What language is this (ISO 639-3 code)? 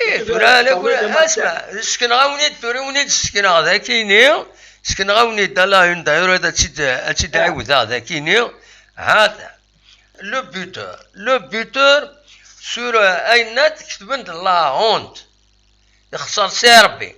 kab